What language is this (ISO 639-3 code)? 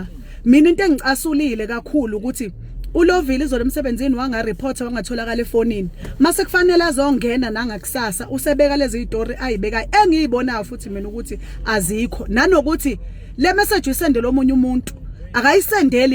zul